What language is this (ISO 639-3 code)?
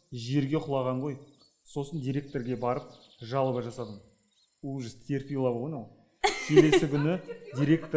kaz